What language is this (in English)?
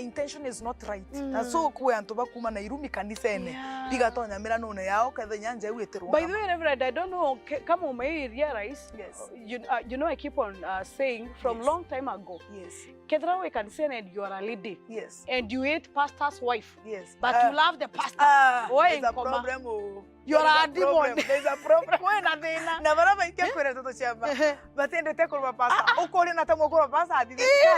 Meru